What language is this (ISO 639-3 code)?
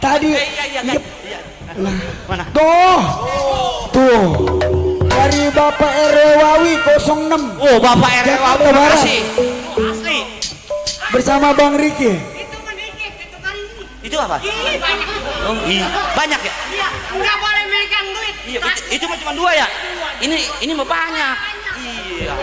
bew